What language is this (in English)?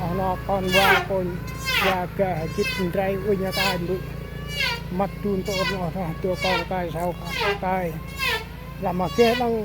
Central Mnong